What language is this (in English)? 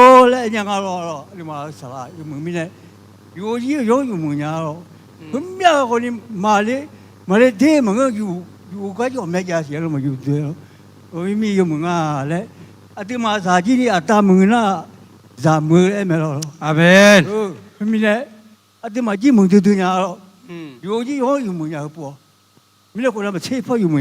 Akha